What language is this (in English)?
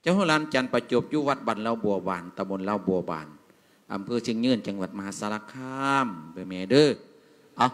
Lao